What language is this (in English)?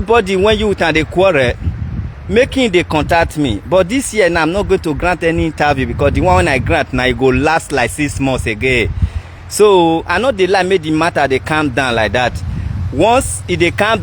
Nigerian Pidgin